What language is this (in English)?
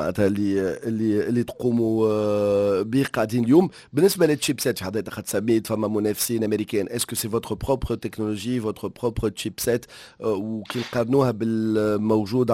Tunisian Arabic